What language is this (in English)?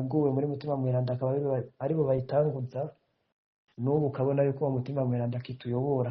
Rundi